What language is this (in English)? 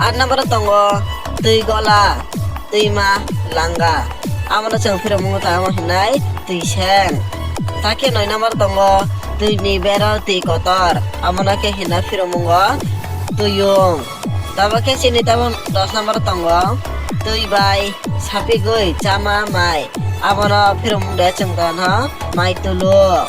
Kok Borok